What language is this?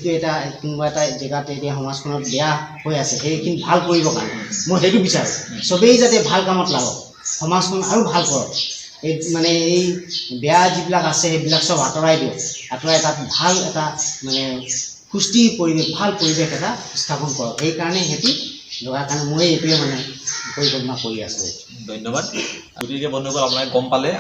Assamese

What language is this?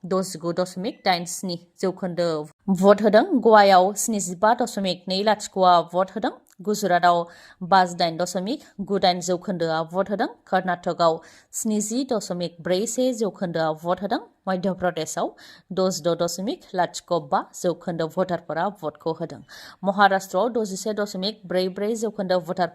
Bodo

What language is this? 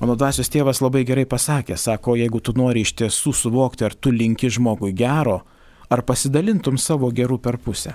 Lithuanian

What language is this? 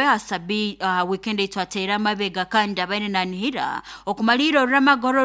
Nyoro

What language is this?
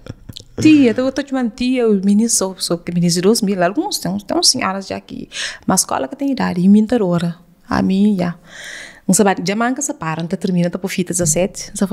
Kabuverdianu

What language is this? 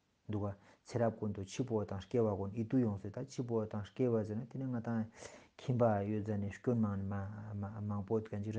Ladakhi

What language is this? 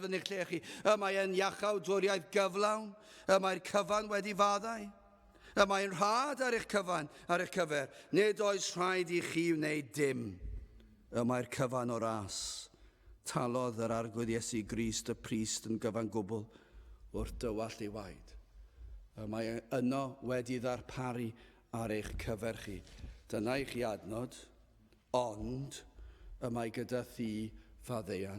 Welsh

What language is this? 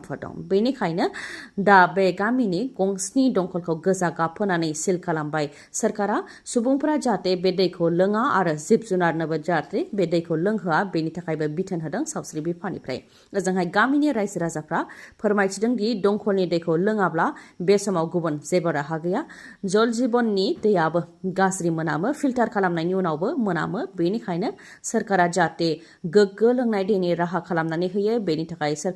Bodo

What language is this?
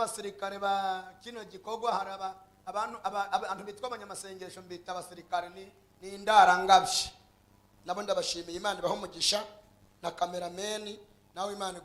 Rundi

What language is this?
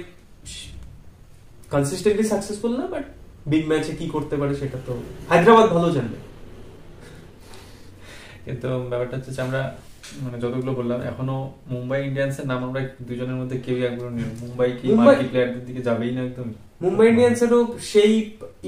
Bangla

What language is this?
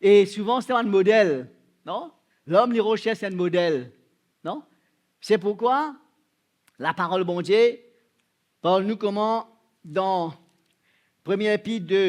Morisyen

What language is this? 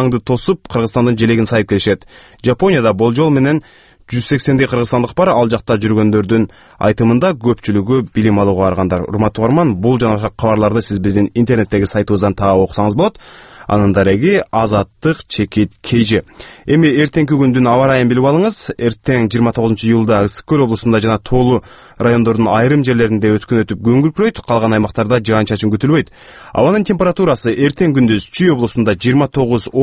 Kyrgyz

